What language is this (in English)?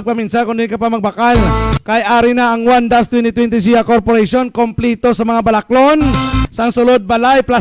Hiligaynon